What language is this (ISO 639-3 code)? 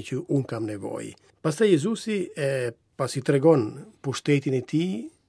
sqi